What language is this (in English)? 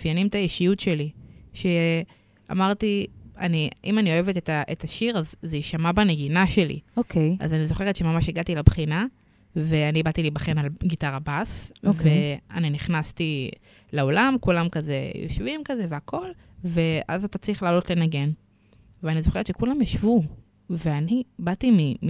Hebrew